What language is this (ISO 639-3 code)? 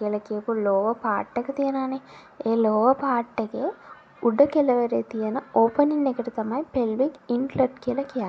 sin